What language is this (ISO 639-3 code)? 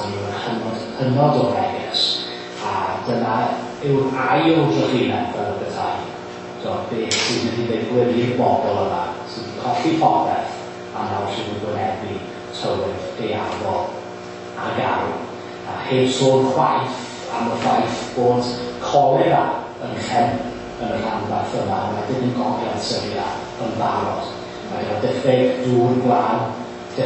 cym